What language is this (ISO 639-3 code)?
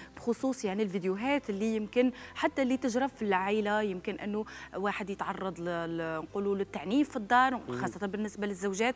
arq